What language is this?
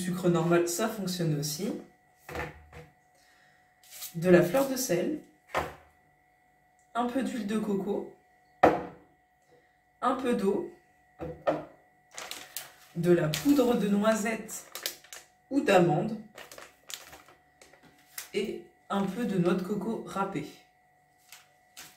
French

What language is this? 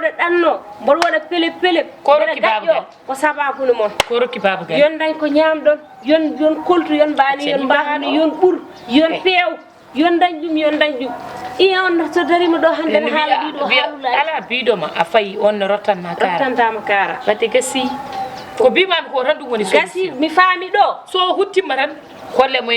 Fula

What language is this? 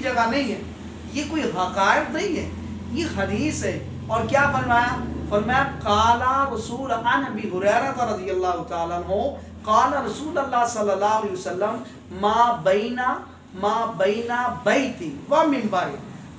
Urdu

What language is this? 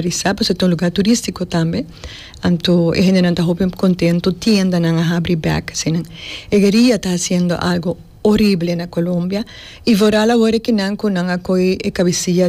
Papiamento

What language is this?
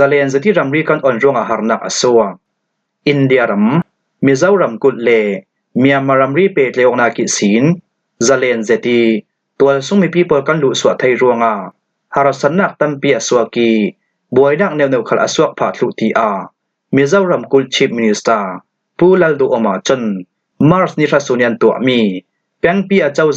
Falam Chin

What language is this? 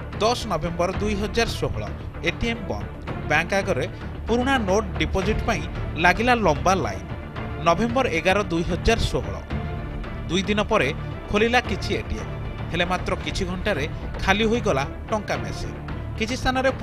Odia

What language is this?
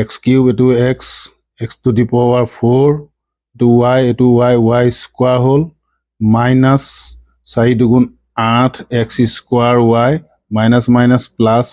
Assamese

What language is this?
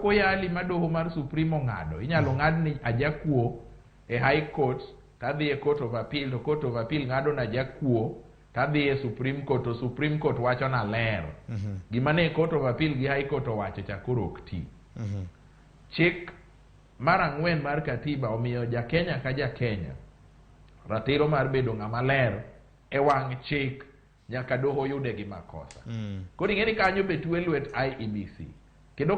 Luo (Kenya and Tanzania)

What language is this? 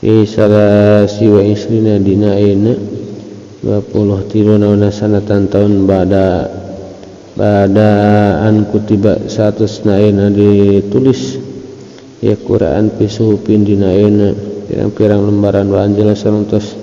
Sundanese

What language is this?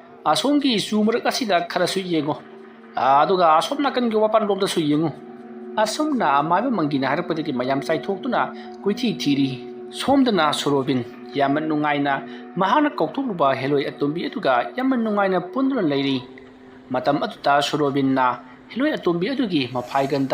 Manipuri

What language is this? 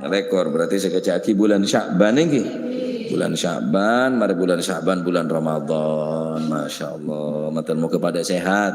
Madurese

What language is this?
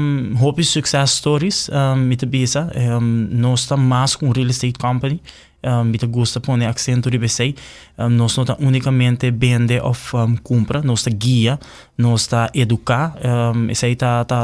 Papiamento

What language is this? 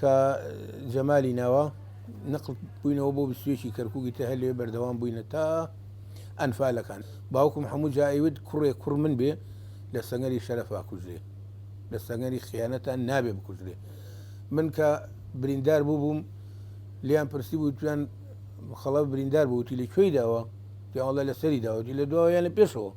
Central Kurdish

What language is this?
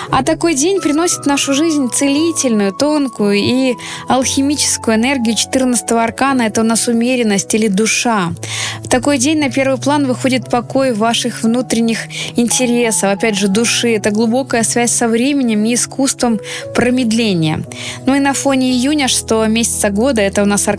Russian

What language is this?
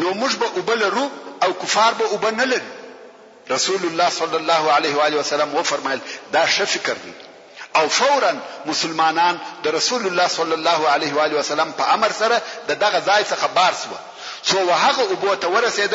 Pashto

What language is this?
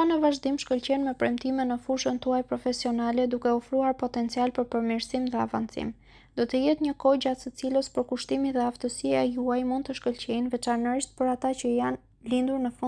Albanian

